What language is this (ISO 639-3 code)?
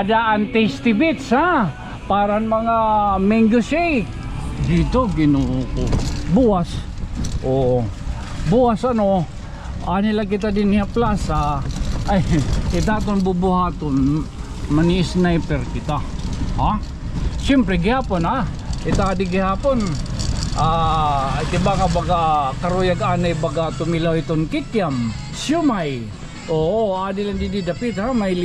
war